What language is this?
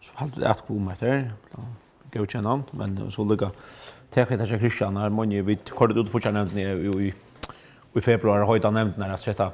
Faroese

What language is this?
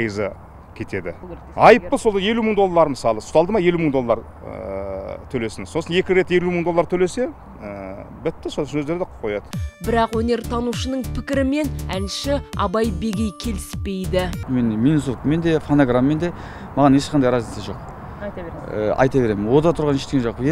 Kazakh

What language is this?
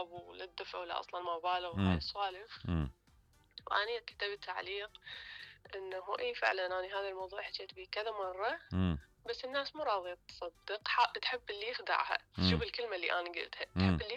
Mesopotamian Arabic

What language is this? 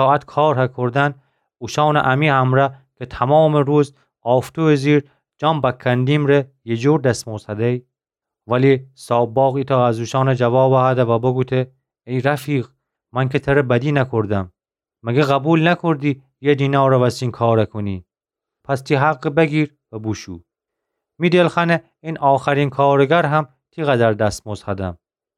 Gilaki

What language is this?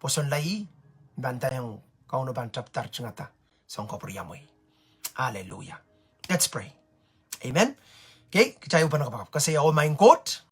Pohnpeian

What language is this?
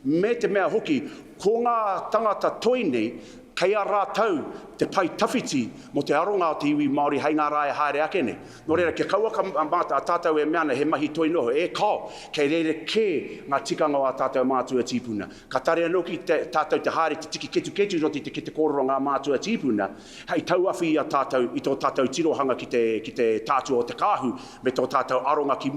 Māori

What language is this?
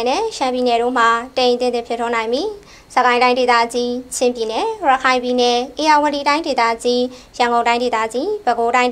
Burmese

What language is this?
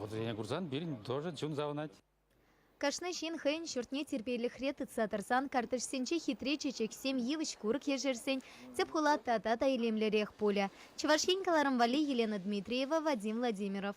Chuvash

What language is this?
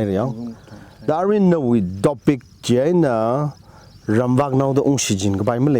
Tangkhul Naga (India)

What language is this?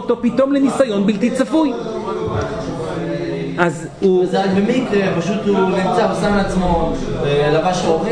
Hebrew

